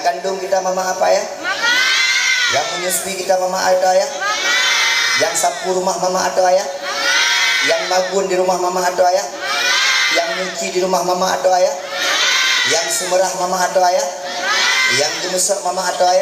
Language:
Achinese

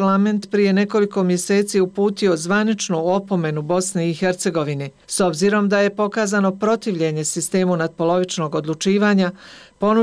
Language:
Bosnian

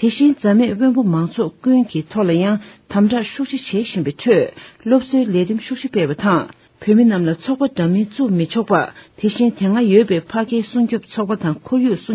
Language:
Tibetan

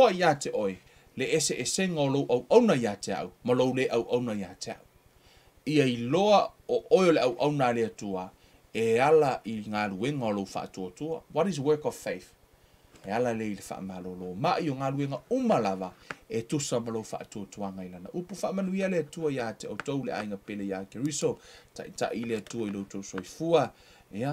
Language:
Samoan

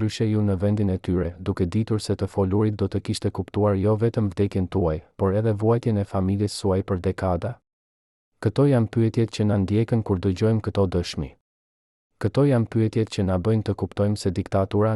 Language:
Albanian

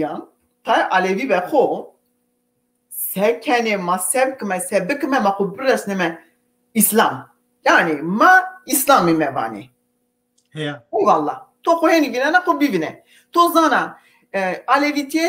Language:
Zaza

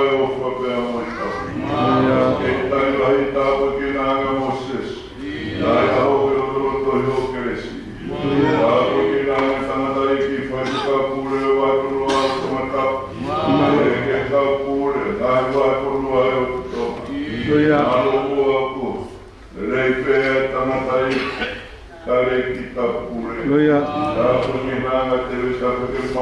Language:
Tongan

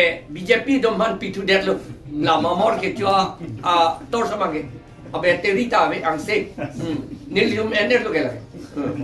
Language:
Karbi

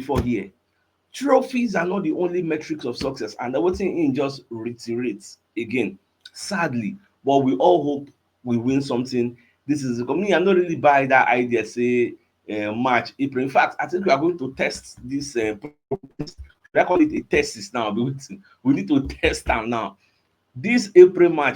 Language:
Nigerian Pidgin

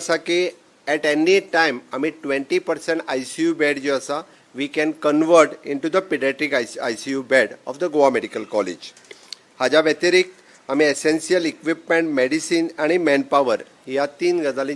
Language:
Konkani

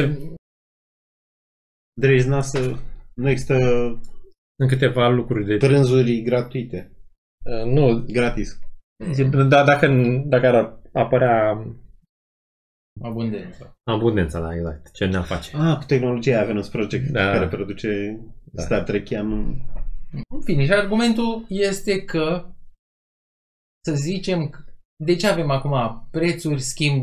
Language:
Romanian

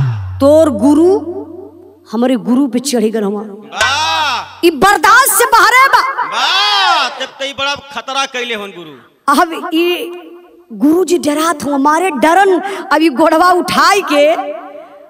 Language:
Bhojpuri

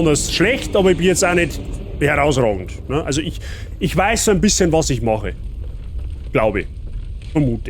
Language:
Bavarian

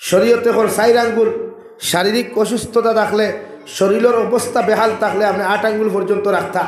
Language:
Sylheti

